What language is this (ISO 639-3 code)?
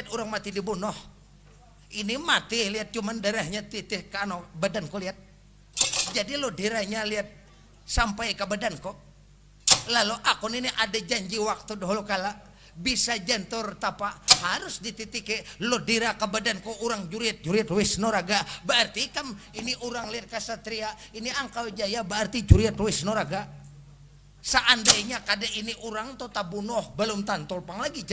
bjn